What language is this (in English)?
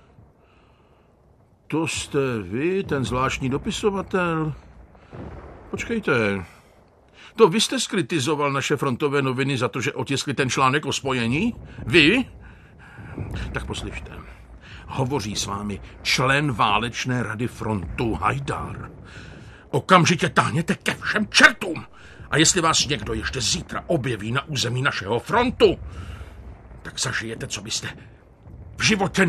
Czech